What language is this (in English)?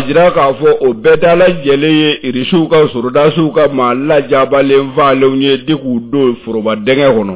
Bambara